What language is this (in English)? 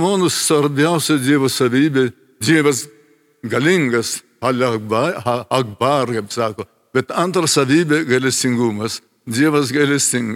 Lithuanian